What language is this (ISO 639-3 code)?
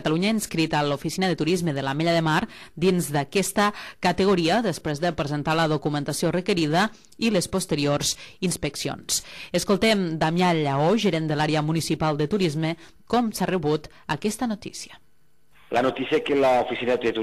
cat